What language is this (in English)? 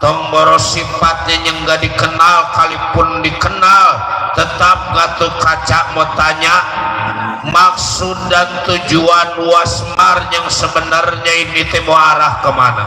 Betawi